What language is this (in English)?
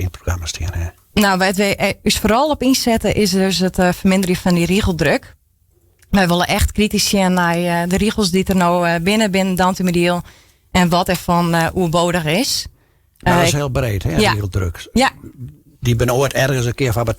Western Frisian